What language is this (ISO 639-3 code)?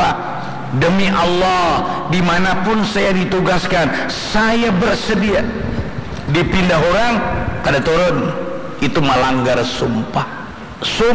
bjn